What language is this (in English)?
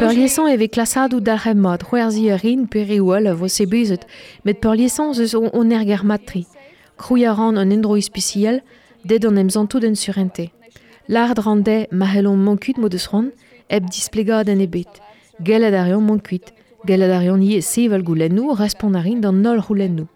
Breton